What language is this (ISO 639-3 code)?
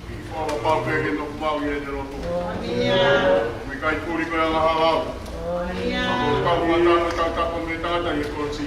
ton